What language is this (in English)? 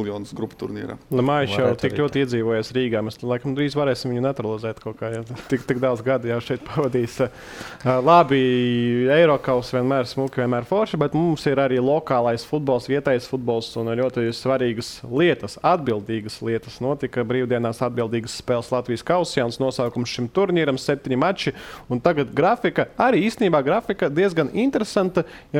Latvian